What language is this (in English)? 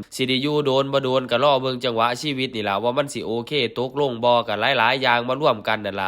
Northeastern Thai